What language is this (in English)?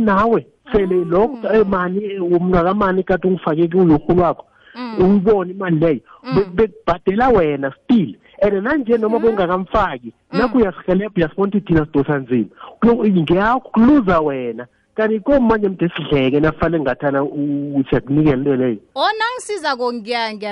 South Ndebele